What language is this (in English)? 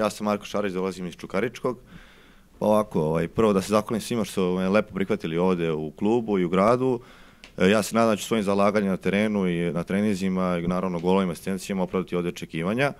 Serbian